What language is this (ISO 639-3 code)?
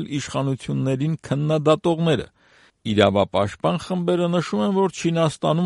hye